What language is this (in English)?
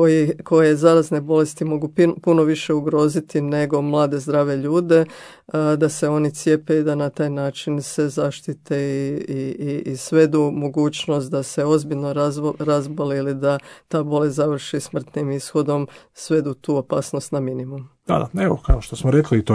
Croatian